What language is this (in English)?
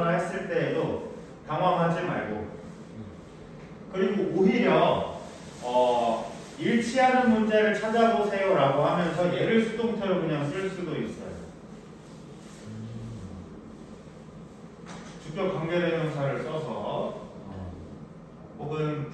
Korean